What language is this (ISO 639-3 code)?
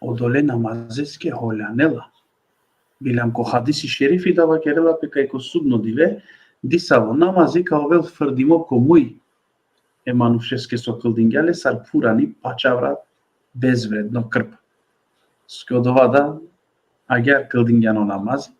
rmn